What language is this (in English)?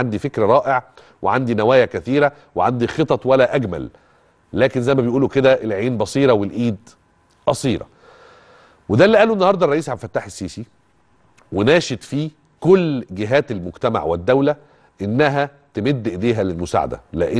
Egyptian Arabic